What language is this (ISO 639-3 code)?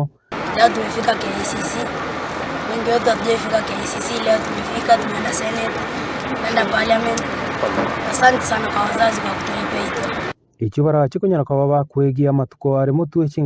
guz